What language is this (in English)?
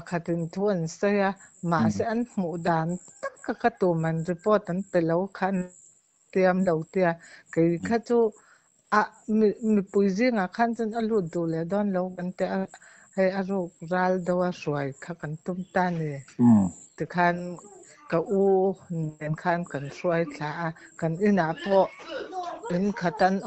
Mizo